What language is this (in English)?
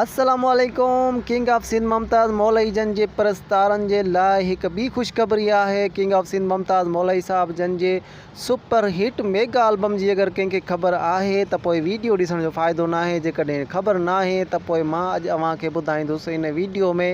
Sindhi